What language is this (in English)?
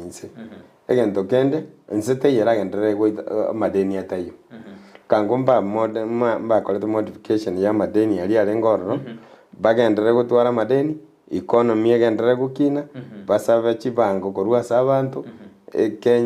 Gusii